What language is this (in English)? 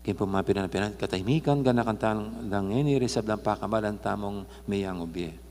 Pampanga